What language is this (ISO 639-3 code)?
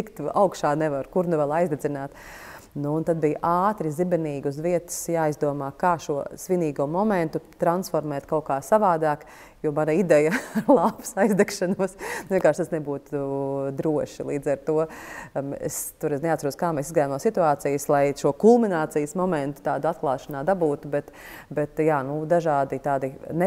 lav